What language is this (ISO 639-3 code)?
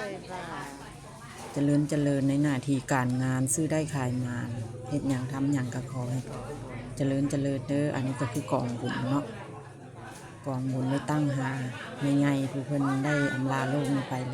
lao